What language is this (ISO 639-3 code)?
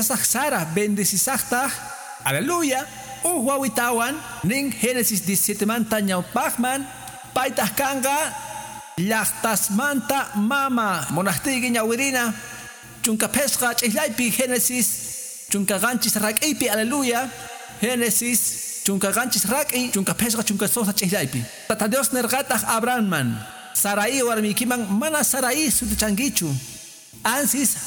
que